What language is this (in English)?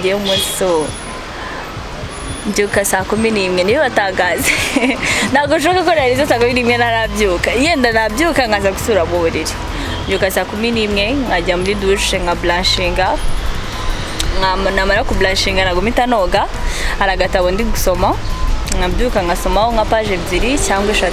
Kinyarwanda